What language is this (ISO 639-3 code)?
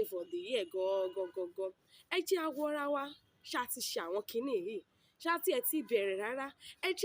yor